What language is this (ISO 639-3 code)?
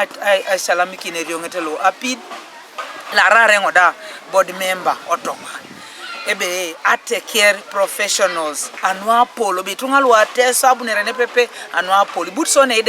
teo